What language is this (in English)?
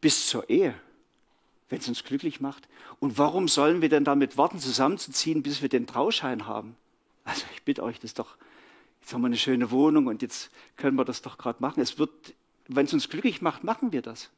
Swiss German